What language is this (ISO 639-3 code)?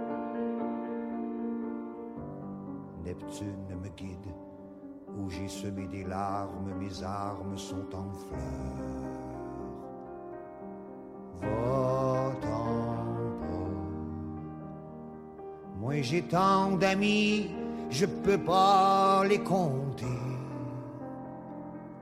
fra